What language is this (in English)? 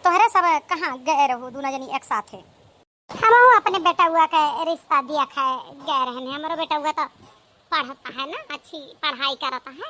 Awadhi